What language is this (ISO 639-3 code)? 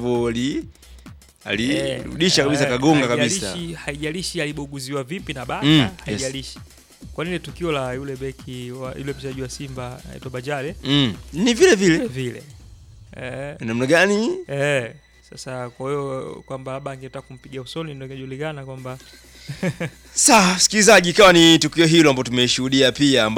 swa